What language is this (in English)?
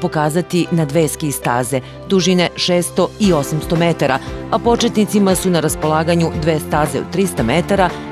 Serbian